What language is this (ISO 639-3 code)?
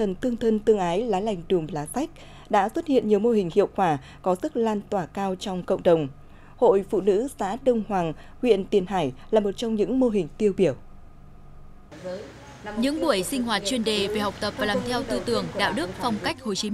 vie